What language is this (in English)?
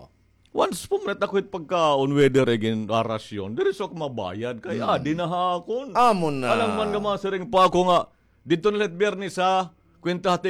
Waray